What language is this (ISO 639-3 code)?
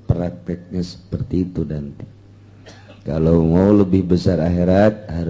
sun